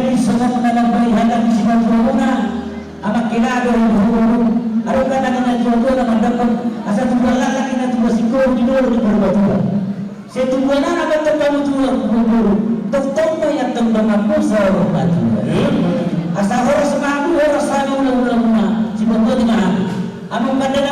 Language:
Batak Toba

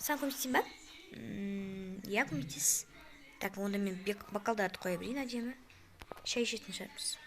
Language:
Kazakh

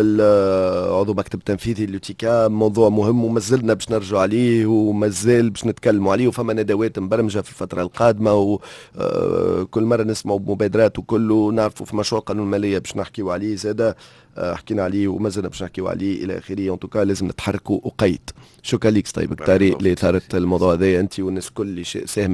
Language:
Tunisian Arabic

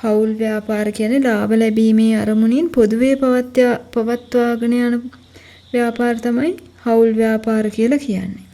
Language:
Sinhala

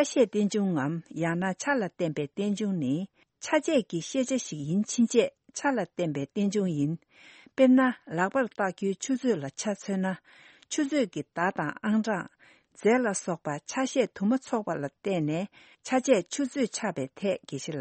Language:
Tibetan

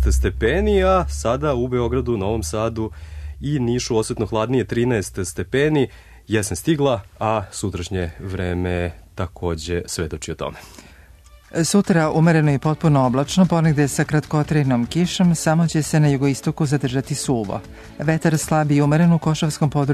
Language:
Serbian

